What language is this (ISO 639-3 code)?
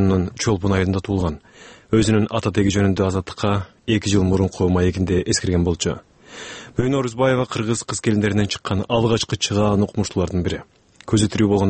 kir